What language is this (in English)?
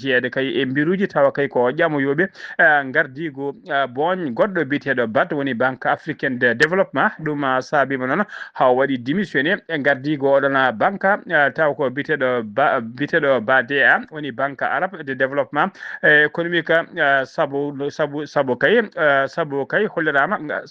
Fula